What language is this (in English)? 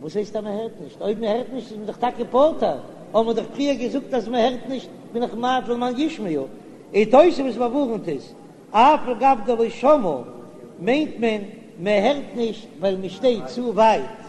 Yiddish